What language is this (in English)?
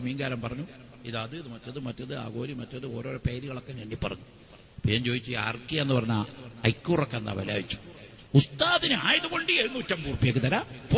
Malayalam